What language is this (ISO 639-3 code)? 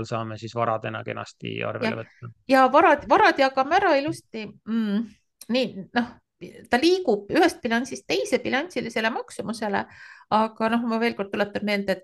est